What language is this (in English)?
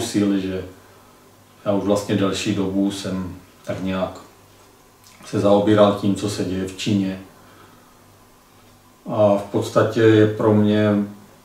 Czech